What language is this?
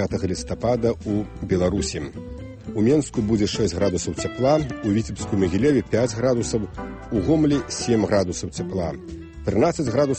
Belarusian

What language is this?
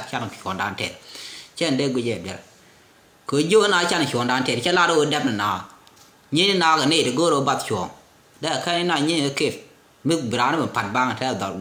Nuer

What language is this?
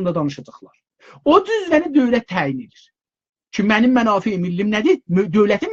South Azerbaijani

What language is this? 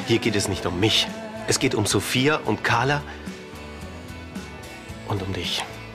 German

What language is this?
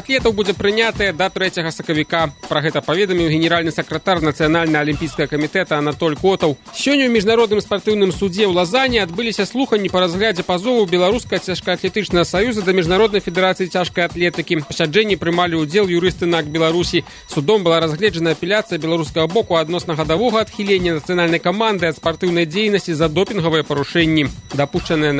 Belarusian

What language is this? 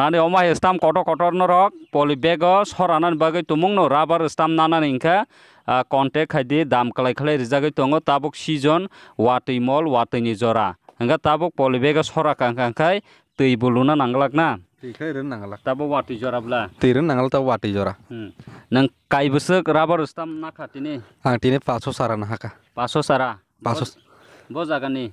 Kok Borok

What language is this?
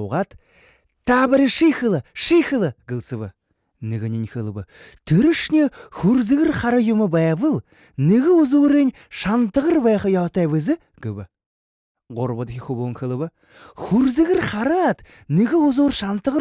Buriat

